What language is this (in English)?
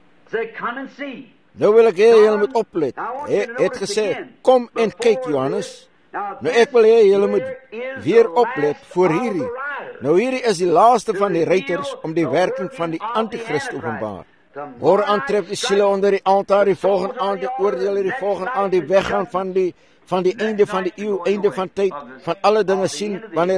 Afrikaans